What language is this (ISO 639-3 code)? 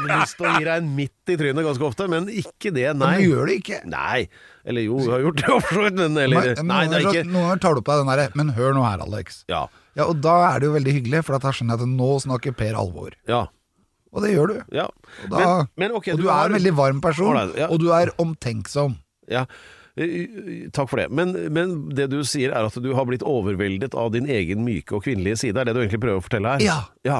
nor